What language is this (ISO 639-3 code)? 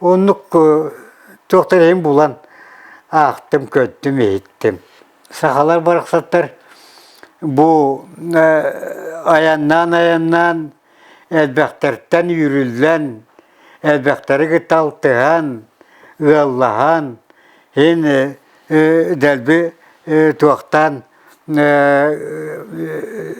sah